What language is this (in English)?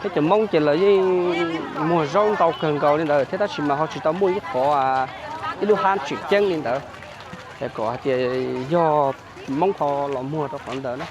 Hmong